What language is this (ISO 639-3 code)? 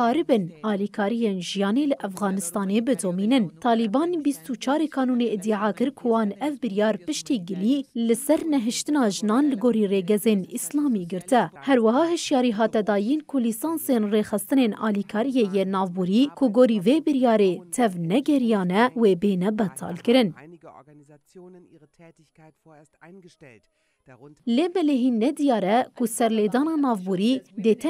kur